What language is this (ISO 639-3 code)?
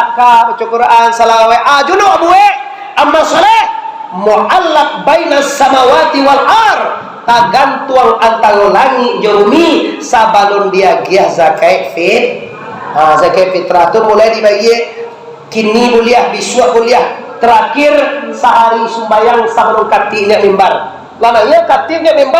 min